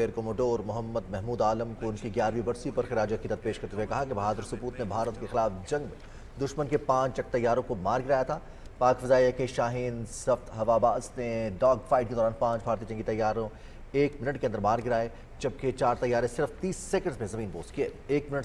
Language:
Urdu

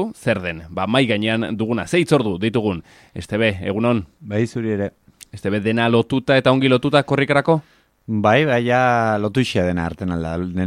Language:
Basque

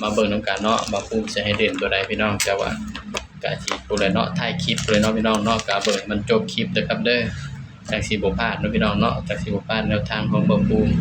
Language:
Northeastern Thai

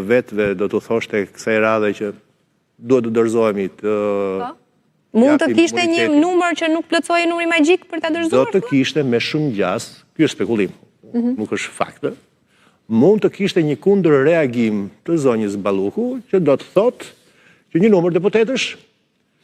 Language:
Albanian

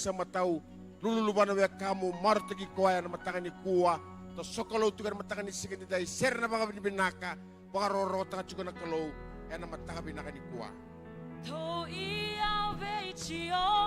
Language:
Fijian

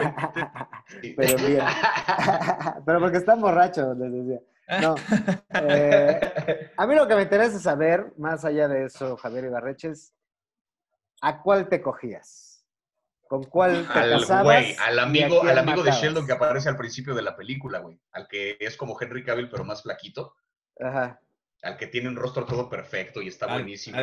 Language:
Spanish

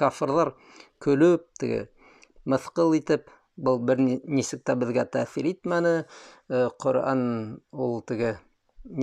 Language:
Bashkir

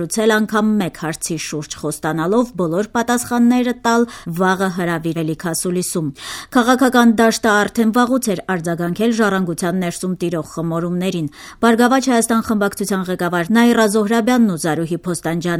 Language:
Armenian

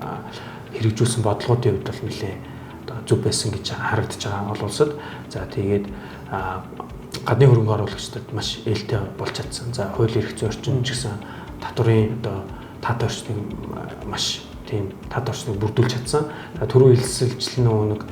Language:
Mongolian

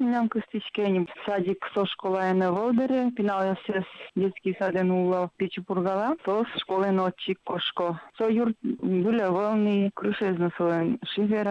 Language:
Udmurt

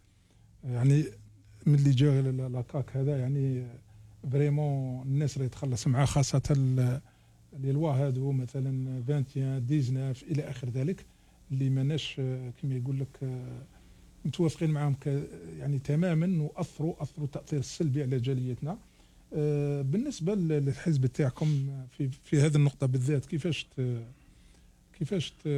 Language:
Algerian Arabic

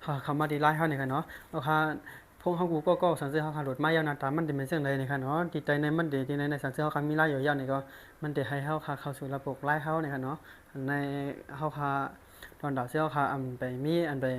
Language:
Shan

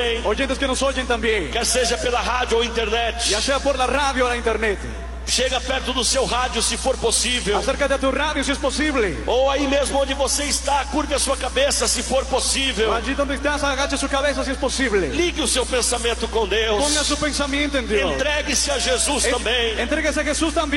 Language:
Portuguese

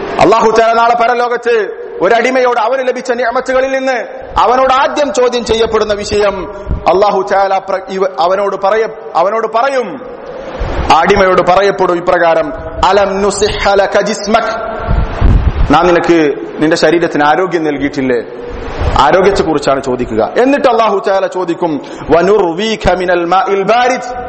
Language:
Malayalam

